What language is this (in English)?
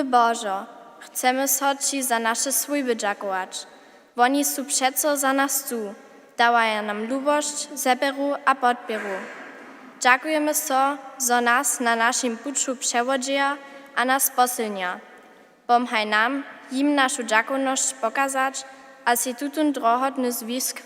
Upper Sorbian